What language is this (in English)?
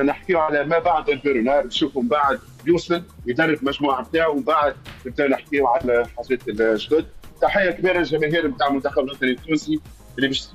Tunisian Arabic